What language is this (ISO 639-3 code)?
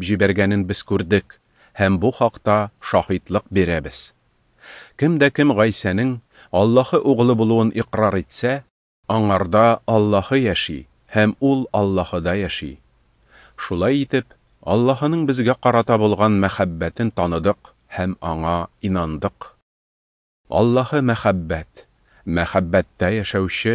tat